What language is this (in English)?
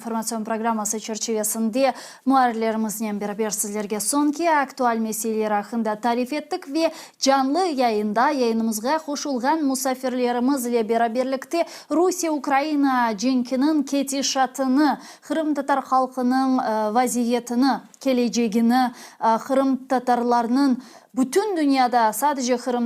Crimean Tatar